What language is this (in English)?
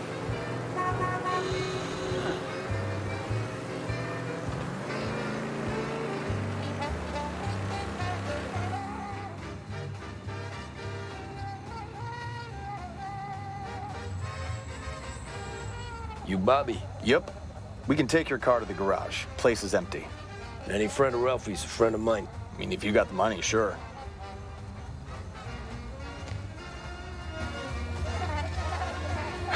English